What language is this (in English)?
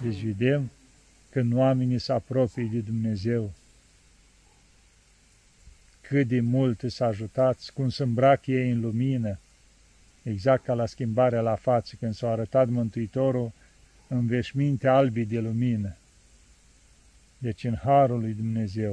Romanian